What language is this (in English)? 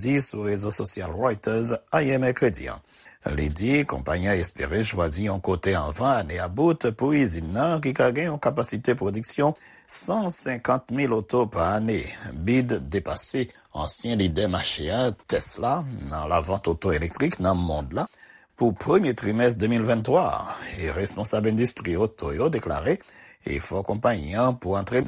Haitian Creole